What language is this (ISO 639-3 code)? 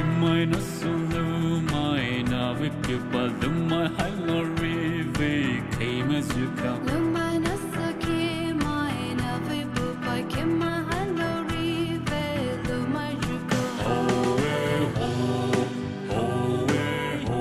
pmx